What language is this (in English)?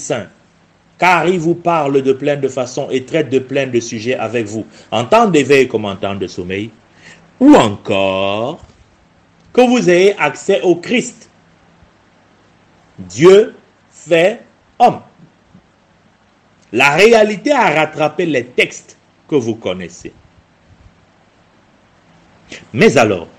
French